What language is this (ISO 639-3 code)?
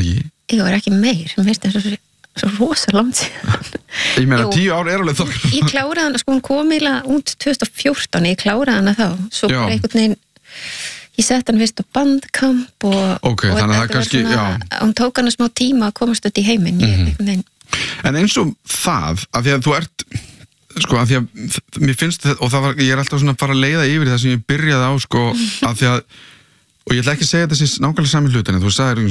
isl